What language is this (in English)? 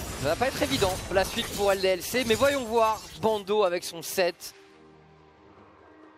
French